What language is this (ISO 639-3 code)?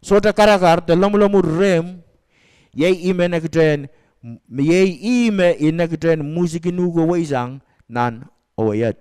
pon